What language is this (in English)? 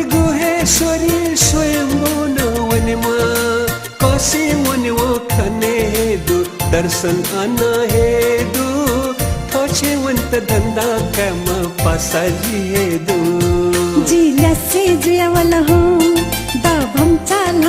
Newari